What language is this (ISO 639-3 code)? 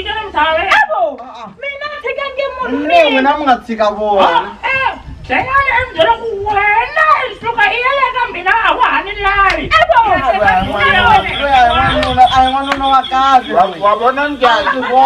tso